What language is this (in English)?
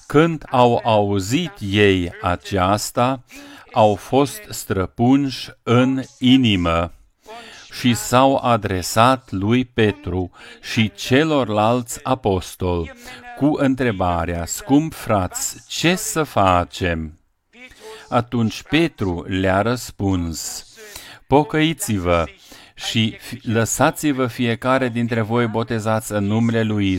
Romanian